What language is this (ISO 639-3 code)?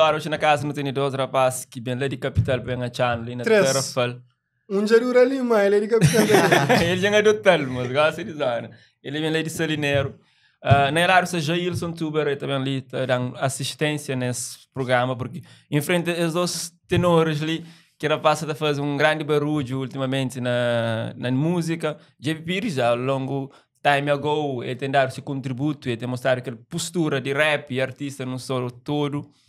kea